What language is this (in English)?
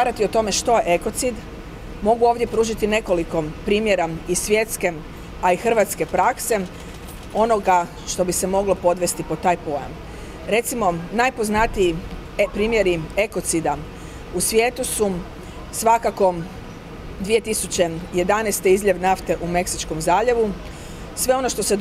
Croatian